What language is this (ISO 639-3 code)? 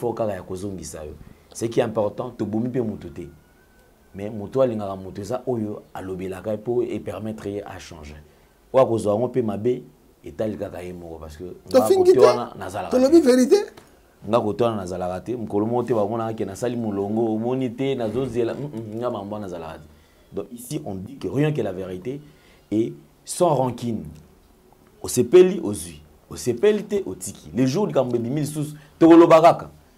lin